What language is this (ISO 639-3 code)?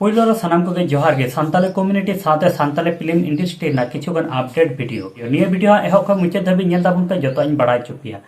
sat